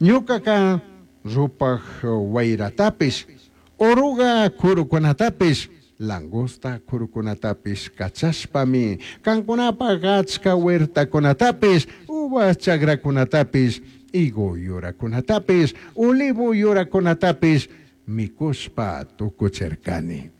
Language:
Chimborazo Highland Quichua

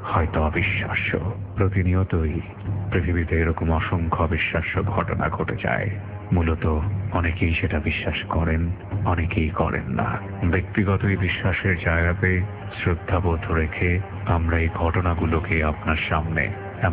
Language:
Bangla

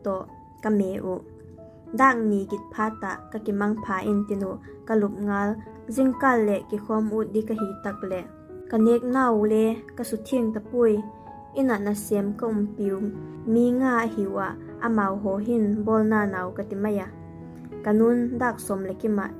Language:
Vaiphei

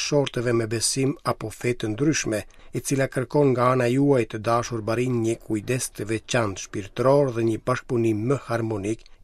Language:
Albanian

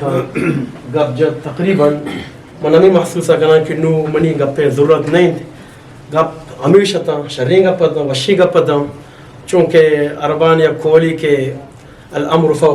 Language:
Eastern Balochi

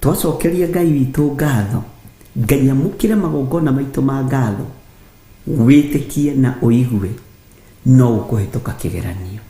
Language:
Kikuyu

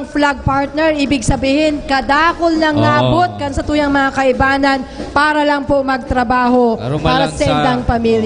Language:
Bikol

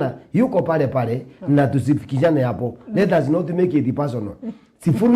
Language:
Meru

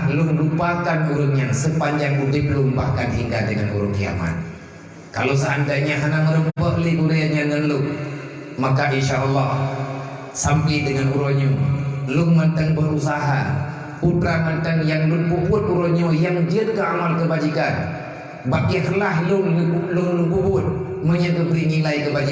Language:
Achinese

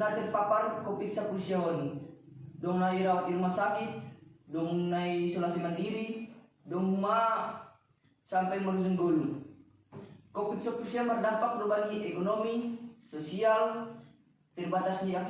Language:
Batak Simalungun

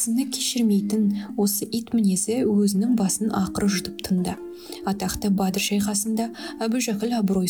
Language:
Kazakh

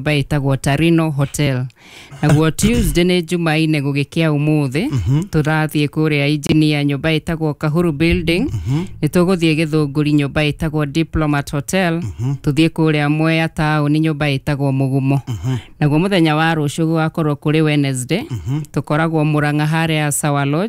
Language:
Kikuyu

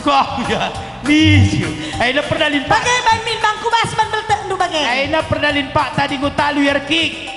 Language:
Batak Karo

